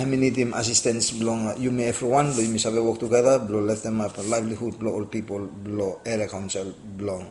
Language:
Bislama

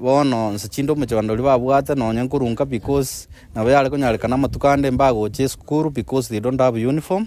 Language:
Gusii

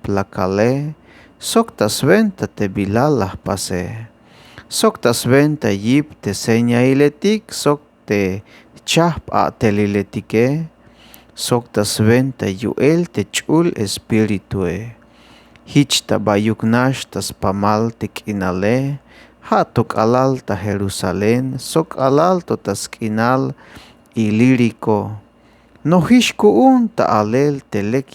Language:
Tzeltal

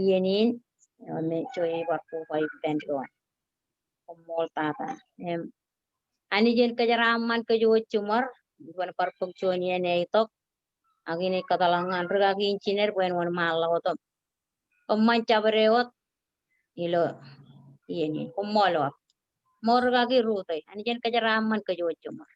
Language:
Marshallese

